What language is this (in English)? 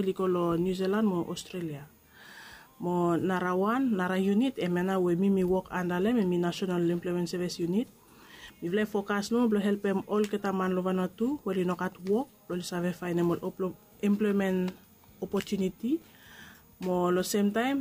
Bislama